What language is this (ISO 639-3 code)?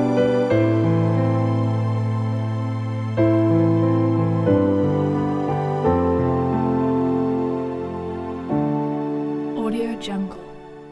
msa